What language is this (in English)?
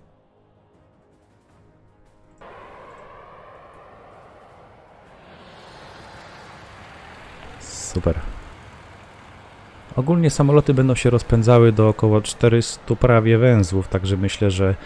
Polish